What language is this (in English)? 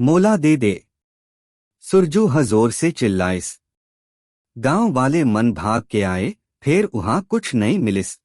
Chhattisgarhi